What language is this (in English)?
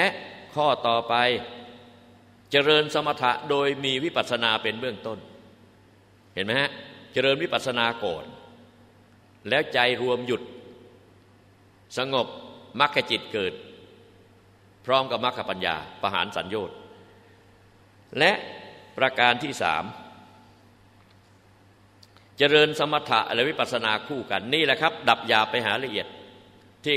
Thai